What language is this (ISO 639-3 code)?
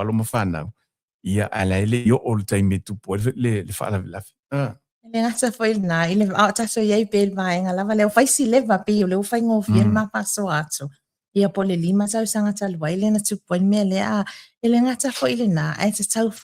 smo